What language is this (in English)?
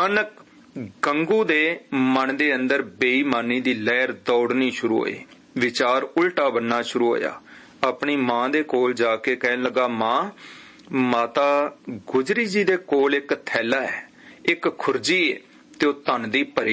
Punjabi